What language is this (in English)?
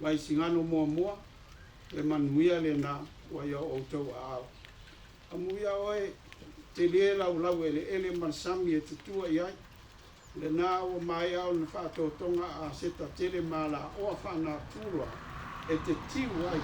Samoan